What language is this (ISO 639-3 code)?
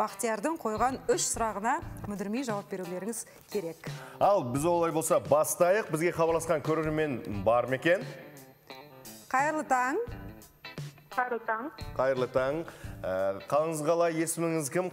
kaz